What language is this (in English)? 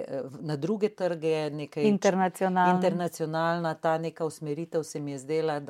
Slovenian